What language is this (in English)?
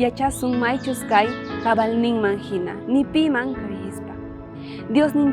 South Bolivian Quechua